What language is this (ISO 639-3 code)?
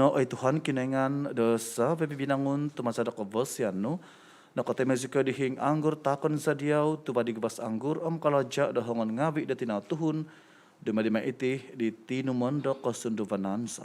dtp